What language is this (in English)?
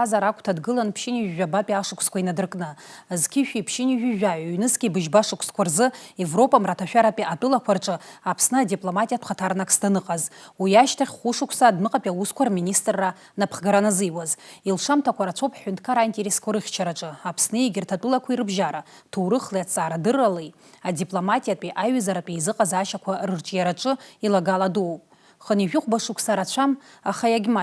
Abkhazian